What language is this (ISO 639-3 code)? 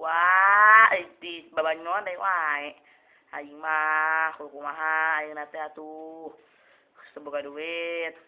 sun